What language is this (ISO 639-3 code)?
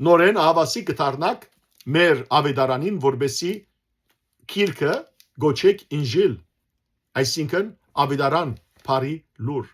hyw